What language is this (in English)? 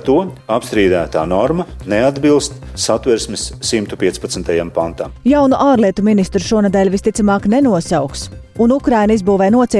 Latvian